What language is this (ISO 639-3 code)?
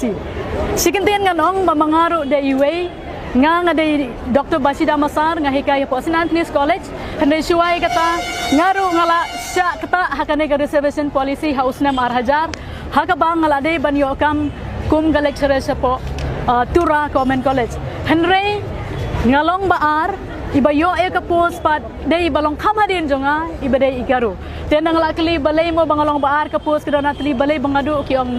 kha